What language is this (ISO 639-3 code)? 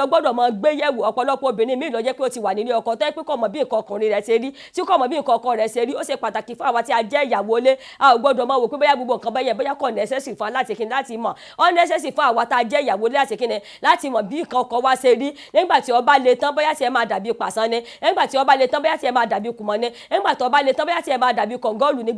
yor